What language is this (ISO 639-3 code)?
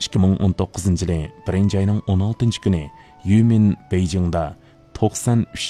uig